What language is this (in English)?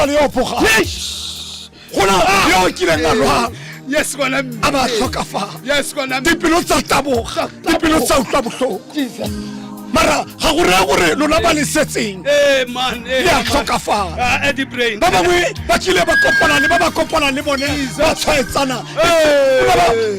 Tswana